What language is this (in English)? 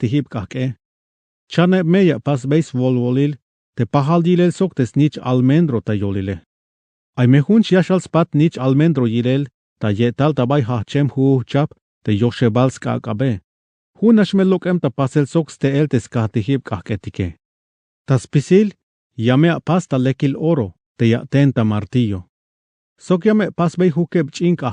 Tzeltal